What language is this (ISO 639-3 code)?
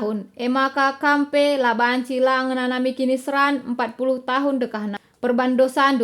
btx